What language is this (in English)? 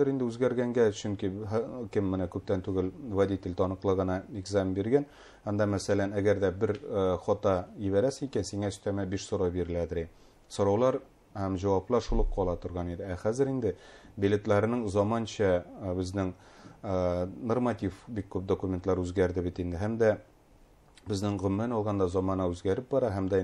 Bashkir